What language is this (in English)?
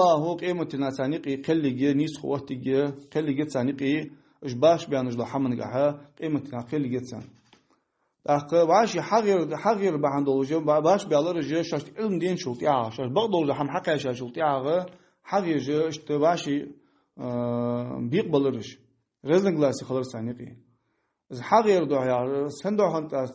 Ingush